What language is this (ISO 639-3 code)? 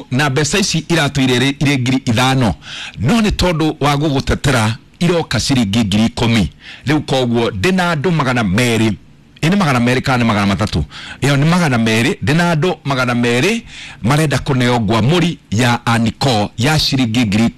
kik